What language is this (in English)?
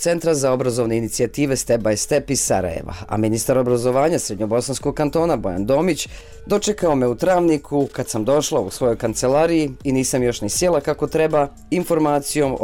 Bosnian